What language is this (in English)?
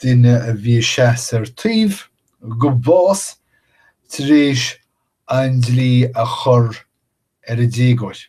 Irish